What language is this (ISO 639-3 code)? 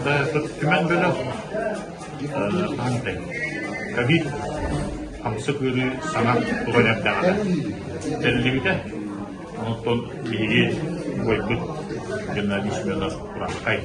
sah